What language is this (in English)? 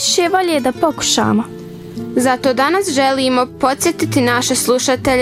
Bosnian